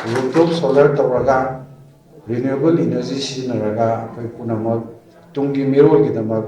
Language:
Manipuri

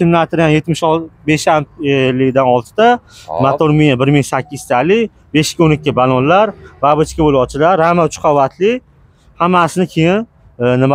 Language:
Uzbek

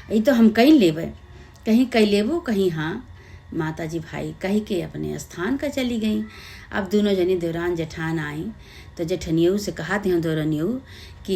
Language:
Awadhi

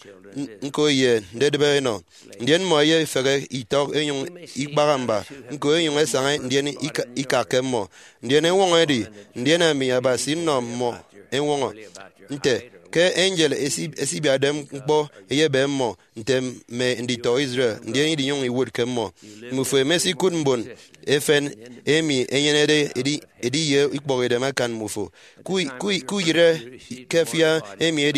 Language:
Efik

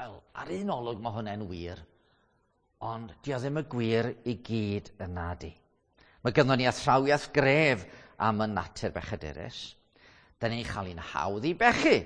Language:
Welsh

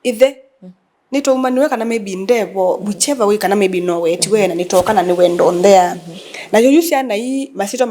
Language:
Kamba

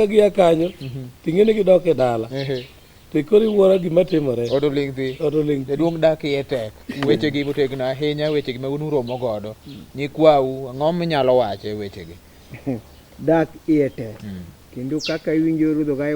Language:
Luo (Kenya and Tanzania)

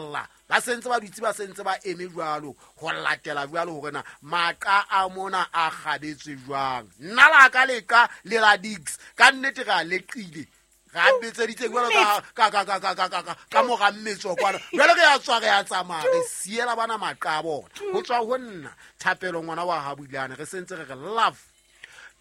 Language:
Southern Sotho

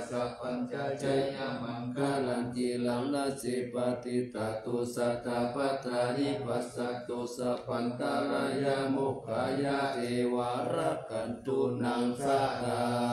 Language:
Pali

